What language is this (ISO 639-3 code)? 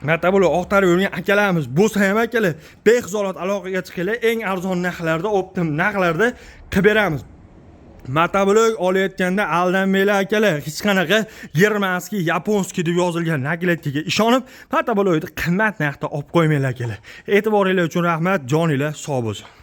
uzb